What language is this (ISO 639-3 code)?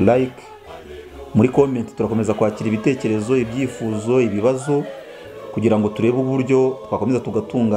kin